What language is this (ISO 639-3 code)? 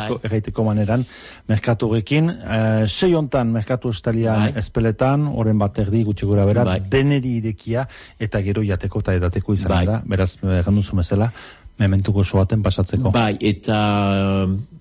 eus